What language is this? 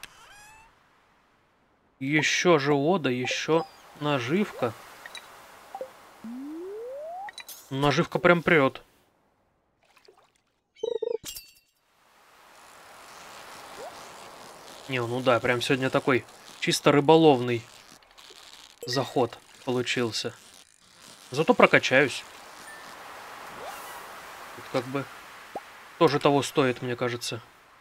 Russian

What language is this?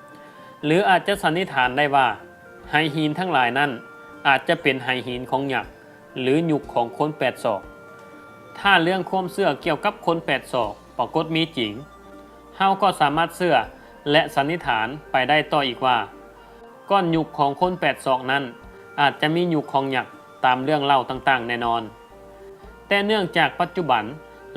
Lao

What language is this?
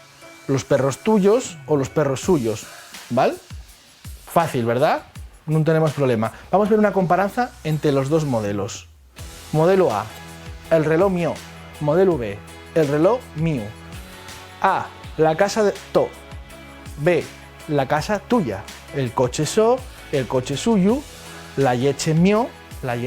Asturian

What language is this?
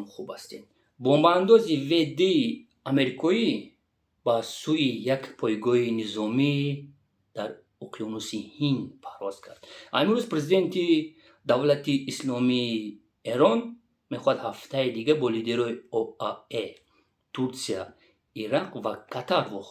Tajik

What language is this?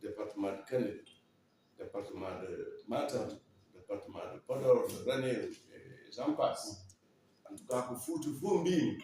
Fula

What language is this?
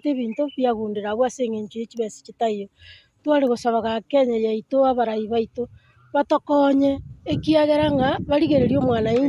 Gusii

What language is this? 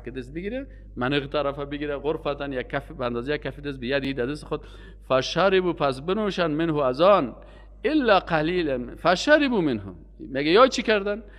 Persian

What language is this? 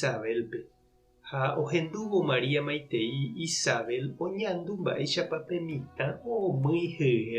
Guarani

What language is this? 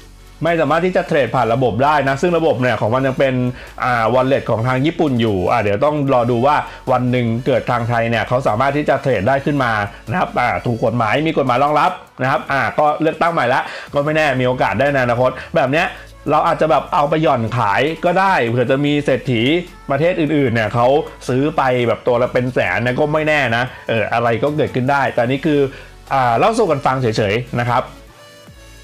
Thai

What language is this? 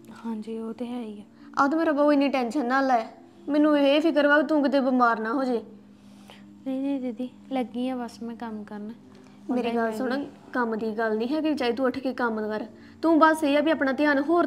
Punjabi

